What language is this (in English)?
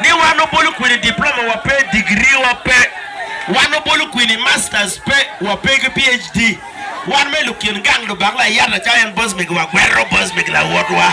Acoli